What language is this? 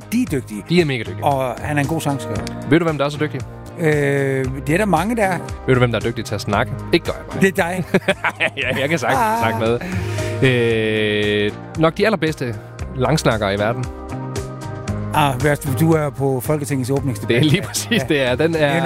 Danish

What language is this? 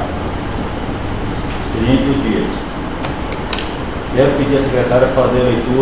Portuguese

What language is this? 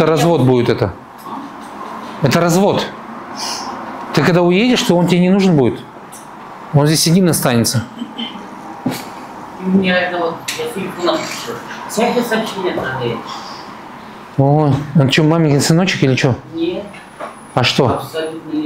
Russian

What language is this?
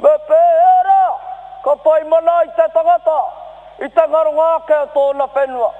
Māori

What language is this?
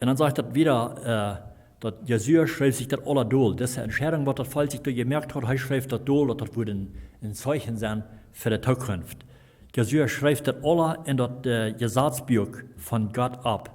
Plautdietsch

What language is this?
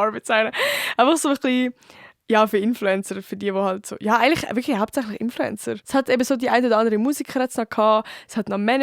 Swiss German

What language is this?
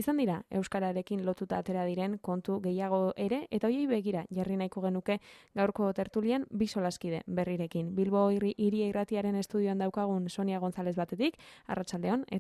Basque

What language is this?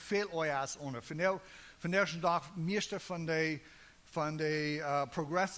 Plautdietsch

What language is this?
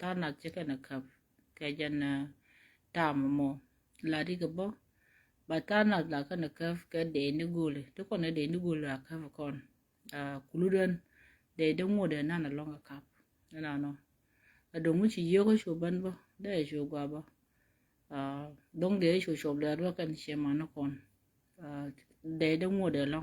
Nuer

